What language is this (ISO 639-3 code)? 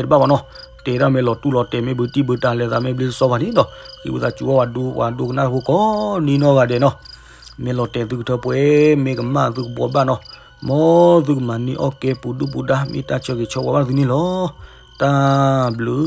ksw